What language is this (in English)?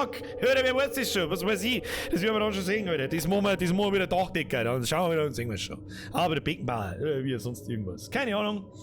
Bavarian